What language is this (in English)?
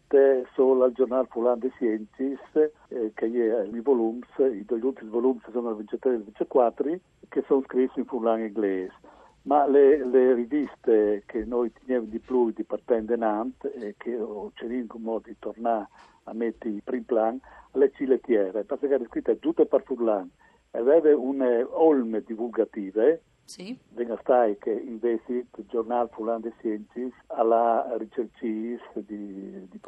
Friulian